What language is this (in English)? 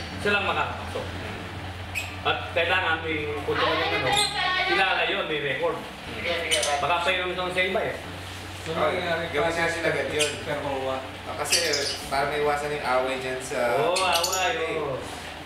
Filipino